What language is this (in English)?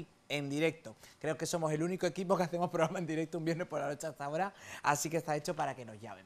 Spanish